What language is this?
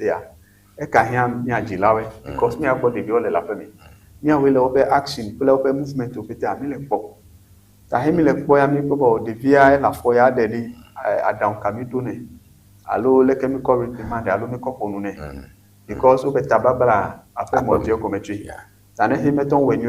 Ewe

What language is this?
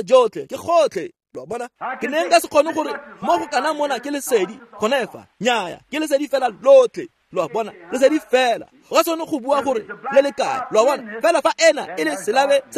Tswana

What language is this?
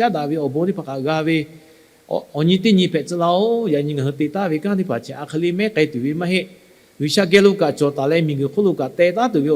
Lahu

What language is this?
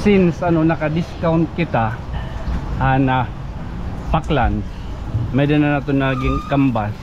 Waray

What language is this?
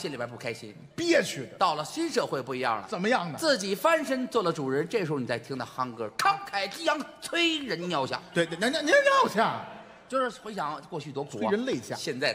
Chinese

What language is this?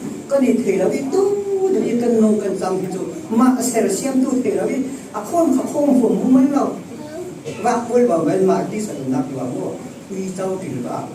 Falam Chin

